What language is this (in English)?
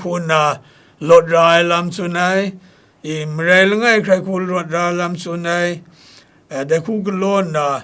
Kachin